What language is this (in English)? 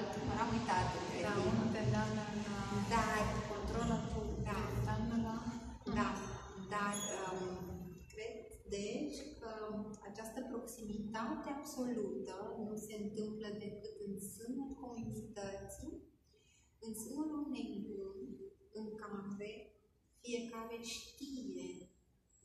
Romanian